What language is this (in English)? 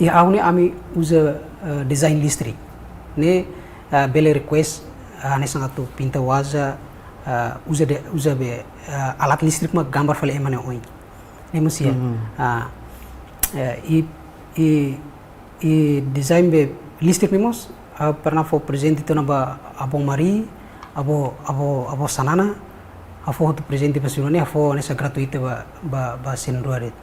Tetum